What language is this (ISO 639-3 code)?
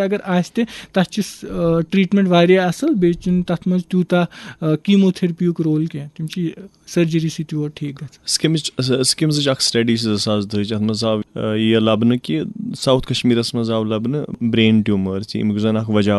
kas